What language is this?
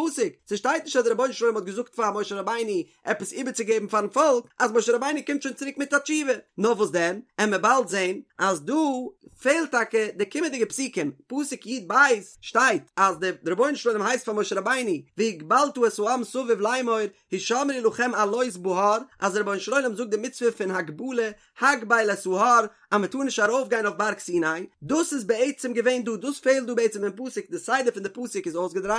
Yiddish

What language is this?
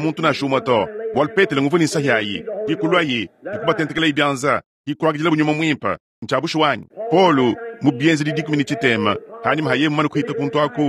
Luba-Lulua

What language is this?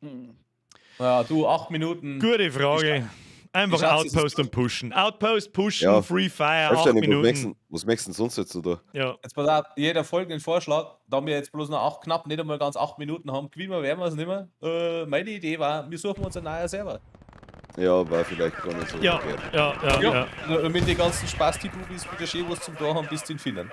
Bavarian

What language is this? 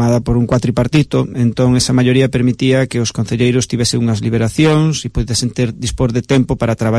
Galician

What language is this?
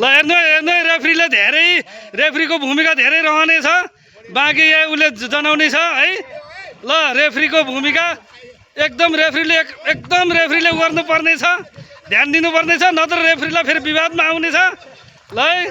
Nepali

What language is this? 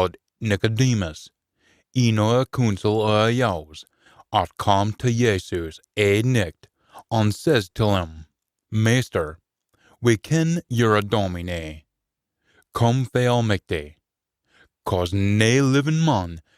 Scots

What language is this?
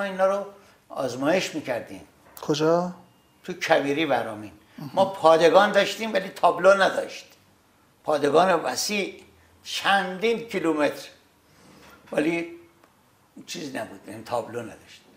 Persian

